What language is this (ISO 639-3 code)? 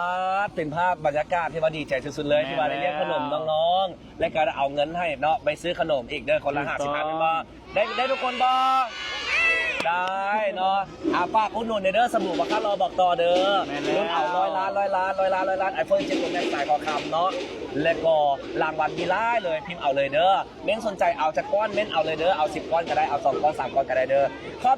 lao